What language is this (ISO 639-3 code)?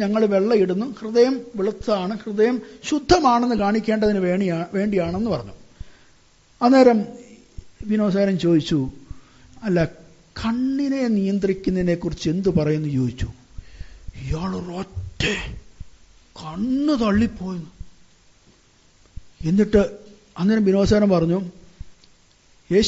mal